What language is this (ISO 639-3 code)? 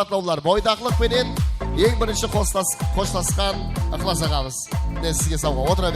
kaa